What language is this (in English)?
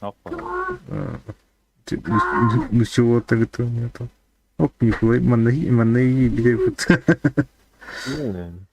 Yakut